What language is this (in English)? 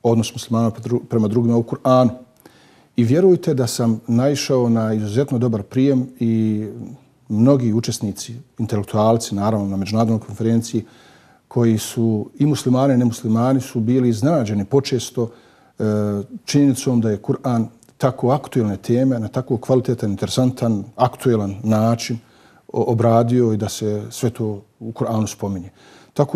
Bosnian